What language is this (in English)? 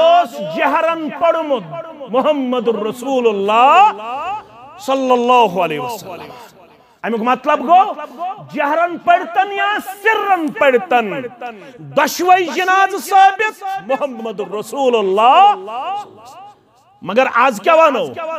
Kashmiri